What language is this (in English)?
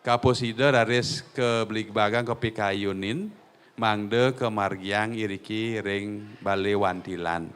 Balinese